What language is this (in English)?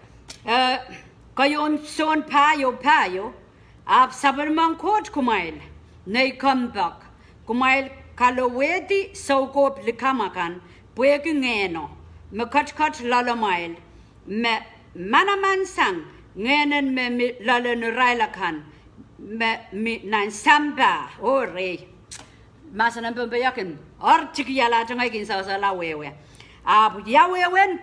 Pohnpeian